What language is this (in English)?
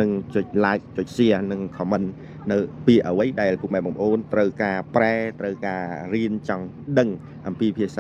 Khmer